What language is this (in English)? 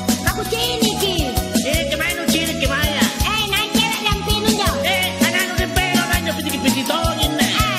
Makasar